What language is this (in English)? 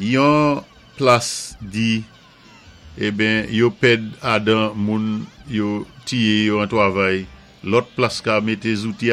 Saint Lucian Creole French